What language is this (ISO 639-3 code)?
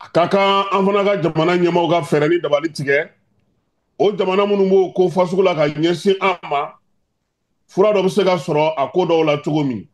bam